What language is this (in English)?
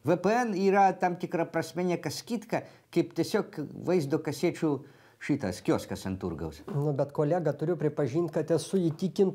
Lithuanian